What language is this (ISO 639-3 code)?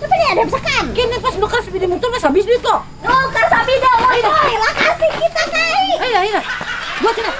bjn